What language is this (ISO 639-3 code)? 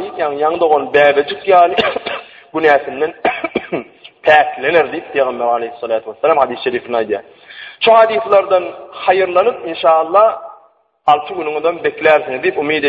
tuk